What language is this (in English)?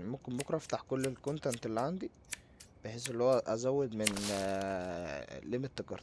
Egyptian Arabic